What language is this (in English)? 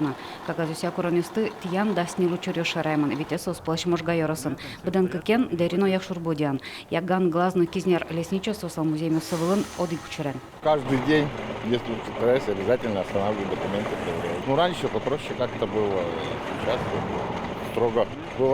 Udmurt